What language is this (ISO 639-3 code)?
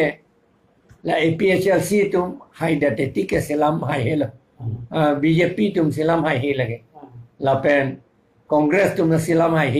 mjw